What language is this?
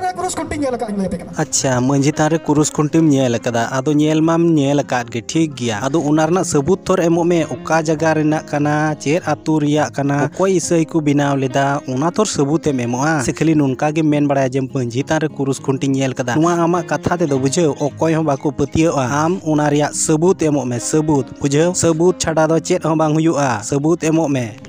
Santali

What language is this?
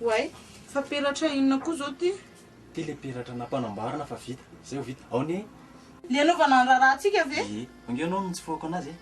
Malagasy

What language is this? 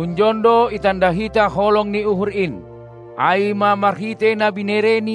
Batak Simalungun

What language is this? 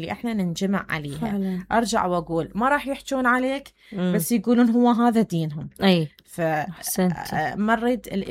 Mesopotamian Arabic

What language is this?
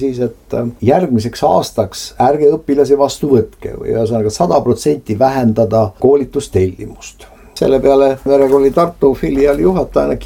Estonian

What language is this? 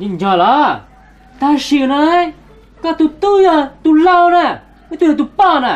Hmong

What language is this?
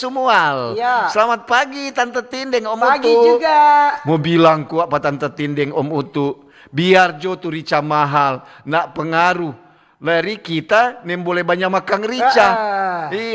Manado Malay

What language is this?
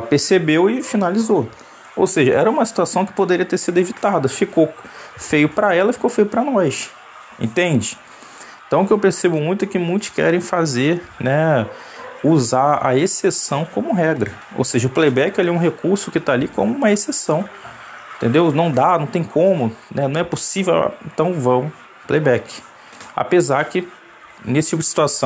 Portuguese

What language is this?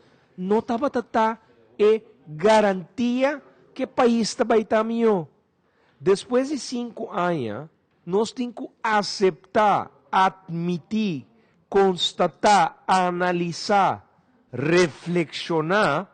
Papiamento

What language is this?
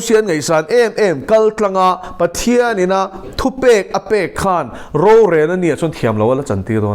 Mizo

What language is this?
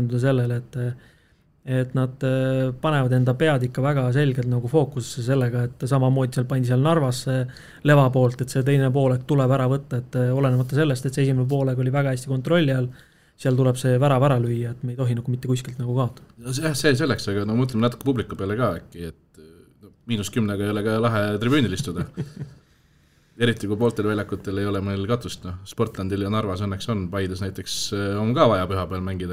Estonian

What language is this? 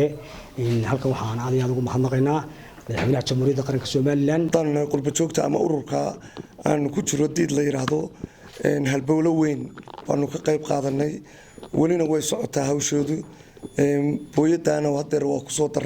Somali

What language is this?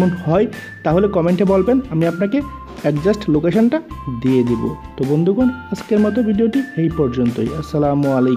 Bangla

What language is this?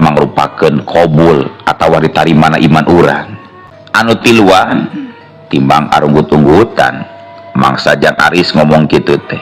Sundanese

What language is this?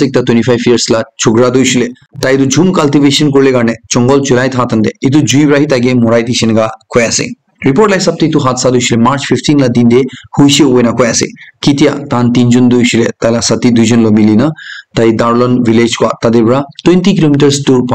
Naga Pidgin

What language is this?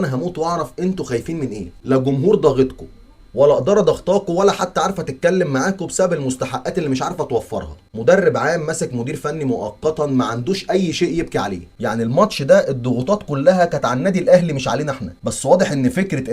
Egyptian Arabic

